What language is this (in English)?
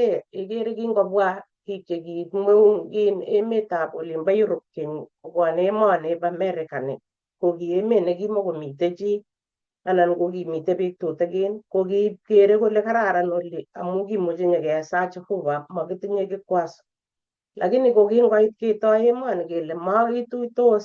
Kalenjin